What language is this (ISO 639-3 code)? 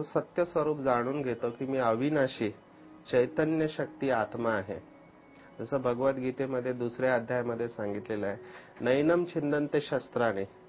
mar